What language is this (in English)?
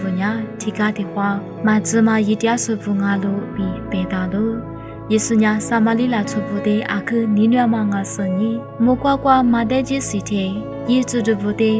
Lisu